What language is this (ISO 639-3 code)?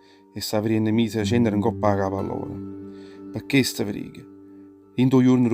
nap